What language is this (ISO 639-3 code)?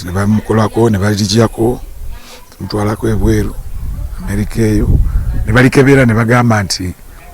lug